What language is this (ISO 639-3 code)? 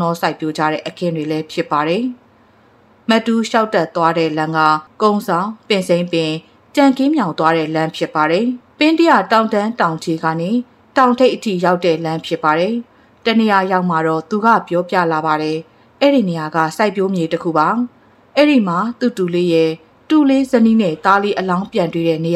mya